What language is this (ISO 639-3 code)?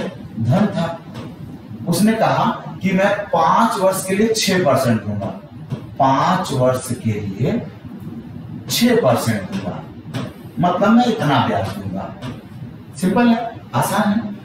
hin